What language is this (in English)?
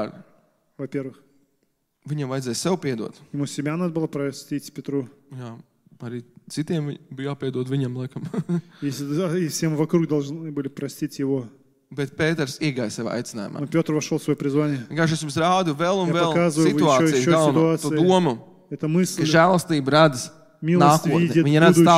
Latvian